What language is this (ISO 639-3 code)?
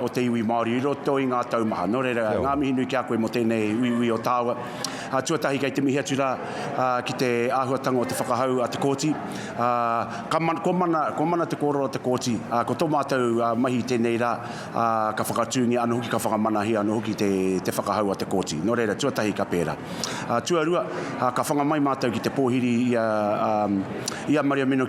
mri